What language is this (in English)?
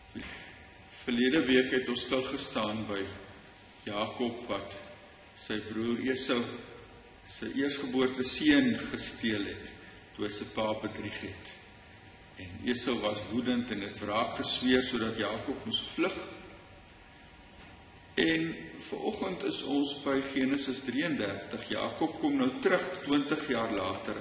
Afrikaans